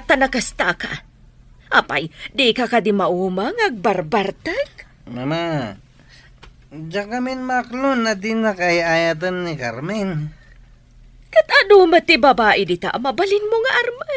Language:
Iloko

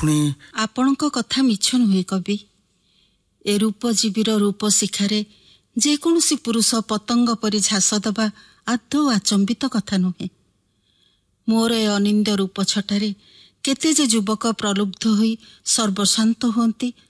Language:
Odia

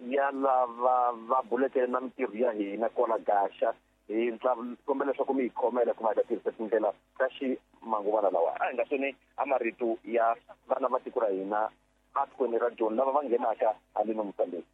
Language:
Tsonga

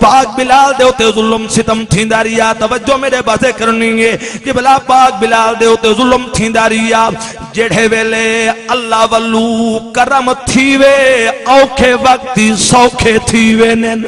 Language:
Saraiki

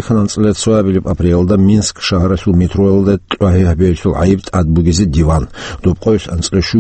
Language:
Avaric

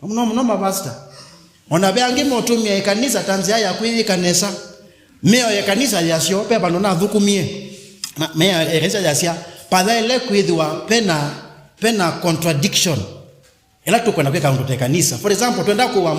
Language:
Kamba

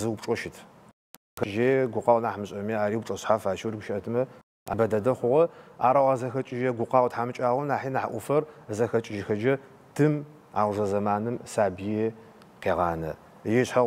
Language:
Adyghe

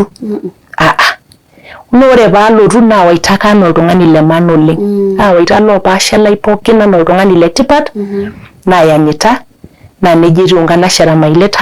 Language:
Masai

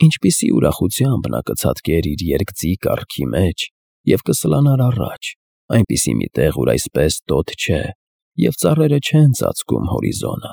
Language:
Armenian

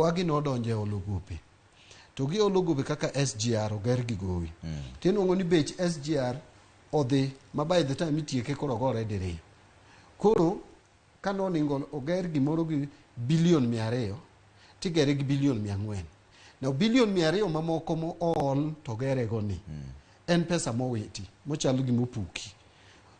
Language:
Luo (Kenya and Tanzania)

